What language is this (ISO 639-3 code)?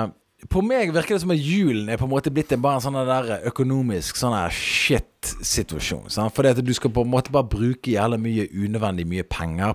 nor